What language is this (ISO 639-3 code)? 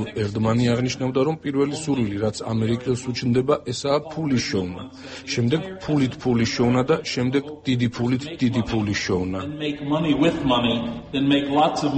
kat